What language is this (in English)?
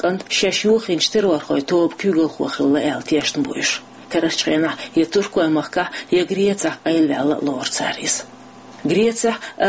Chechen